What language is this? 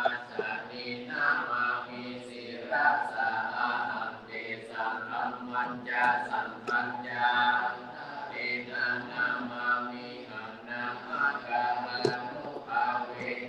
Pali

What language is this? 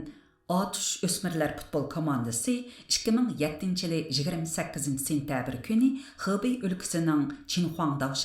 Uyghur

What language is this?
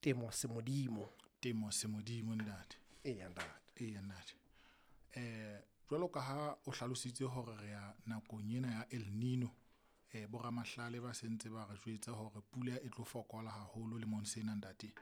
Southern Sotho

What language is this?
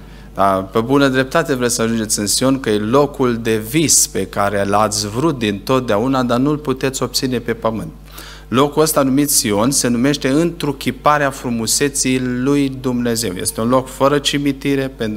Romanian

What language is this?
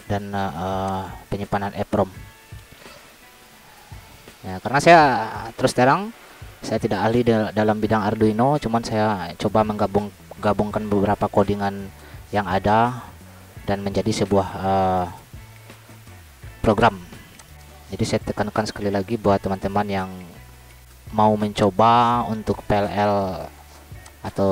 Indonesian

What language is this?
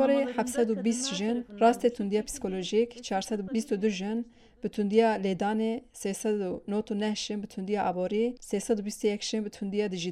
Kurdish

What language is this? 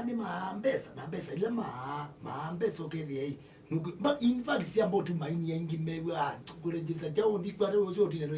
Kamba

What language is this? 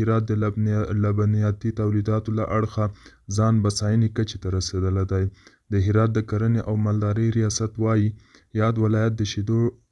Pashto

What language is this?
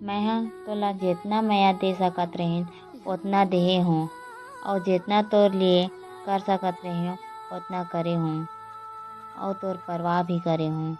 Chhattisgarhi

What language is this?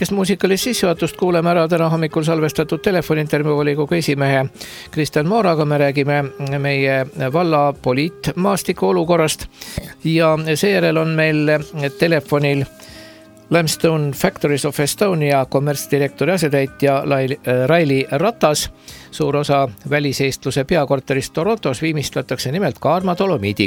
Estonian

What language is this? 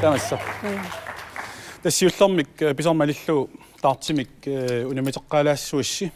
Kalaallisut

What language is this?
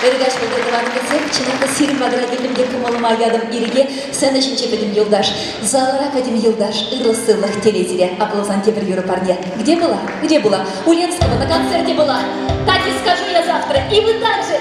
Chuvash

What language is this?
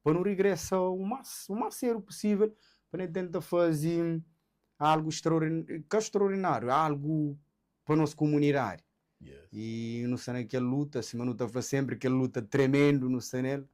Kabuverdianu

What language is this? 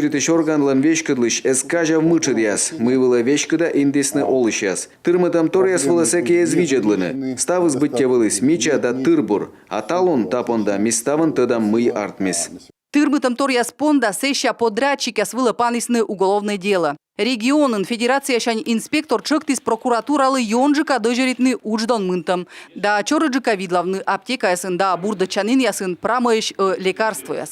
Komi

